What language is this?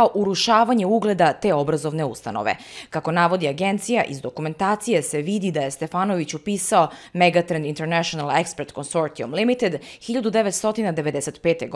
Serbian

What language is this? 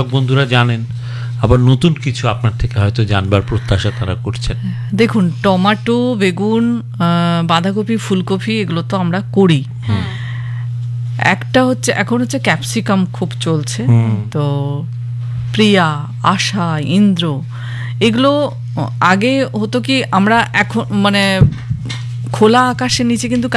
Bangla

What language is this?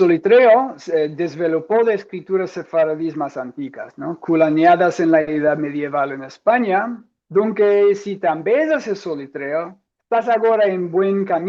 Ladino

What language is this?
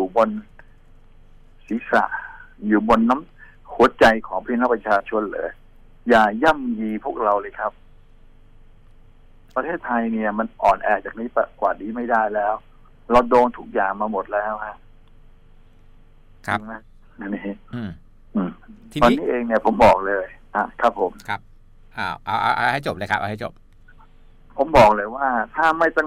Thai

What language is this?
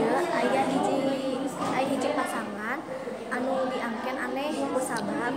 Sundanese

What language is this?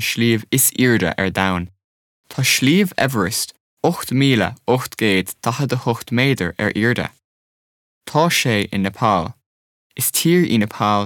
Irish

